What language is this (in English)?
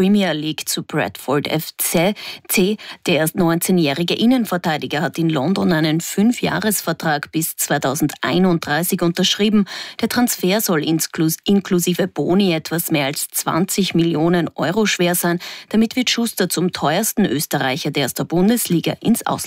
German